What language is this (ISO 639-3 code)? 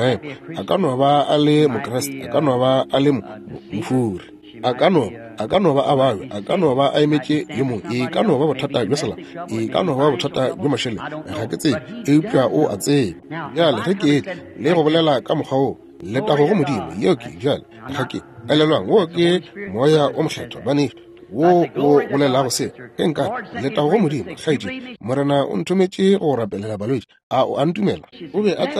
nso